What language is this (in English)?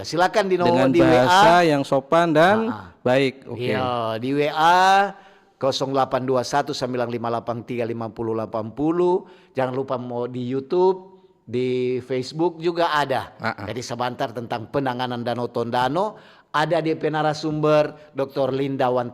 Manado Malay